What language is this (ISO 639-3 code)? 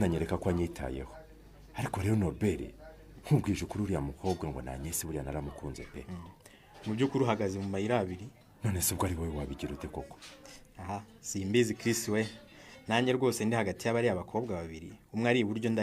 kin